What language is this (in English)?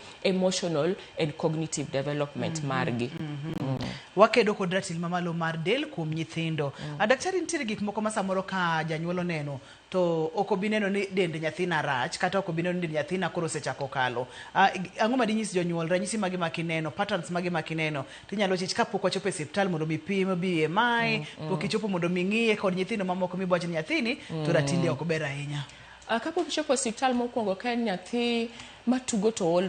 Luo (Kenya and Tanzania)